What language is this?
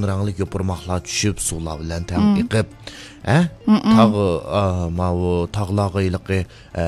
Uyghur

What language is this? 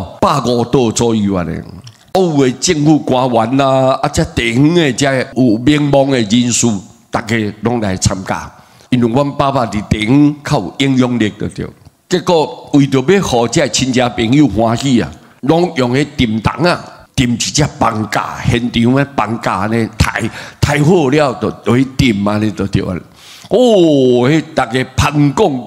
Min Nan Chinese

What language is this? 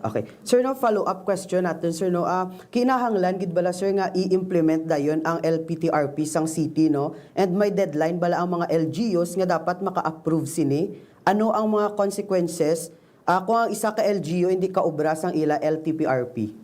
Hiligaynon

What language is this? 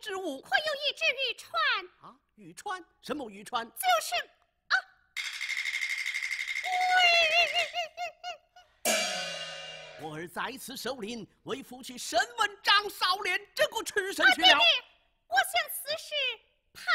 Chinese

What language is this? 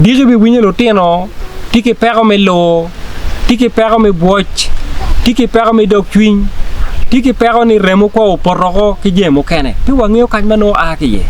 Acoli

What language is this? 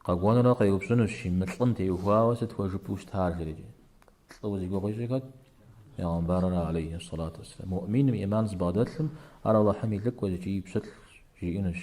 Kabardian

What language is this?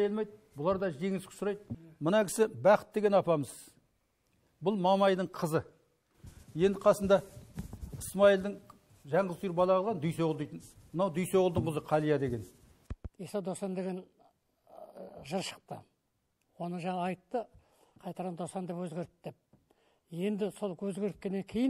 Kazakh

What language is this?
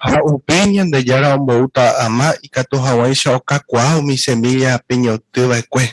Guarani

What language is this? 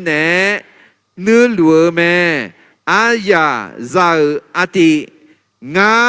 Akha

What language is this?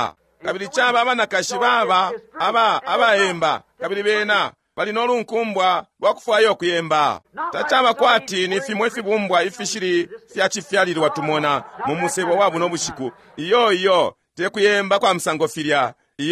Bemba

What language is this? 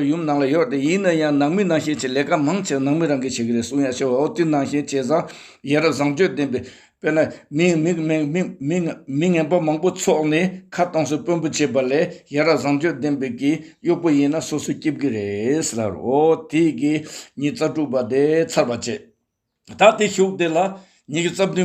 Tibetan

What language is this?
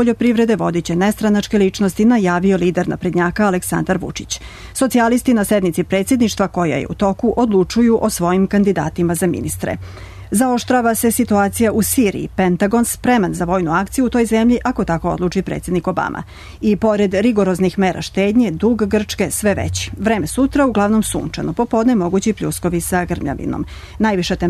Serbian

